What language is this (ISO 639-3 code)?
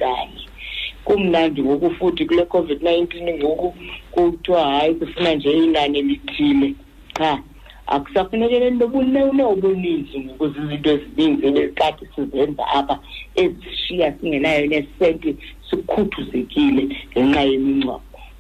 xho